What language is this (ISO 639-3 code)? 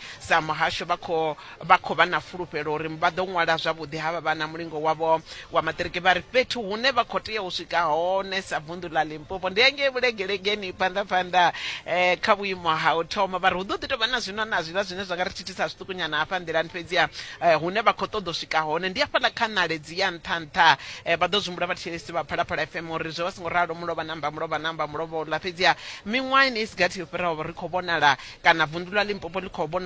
ven